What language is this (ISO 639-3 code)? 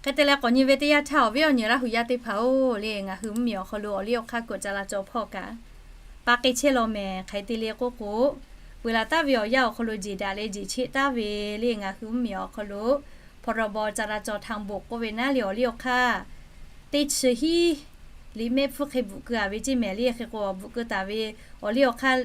lhu